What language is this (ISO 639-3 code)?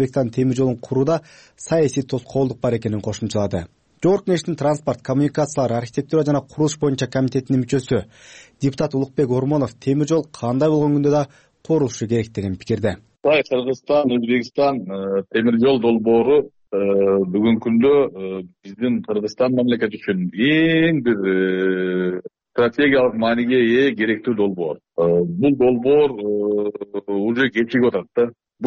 kir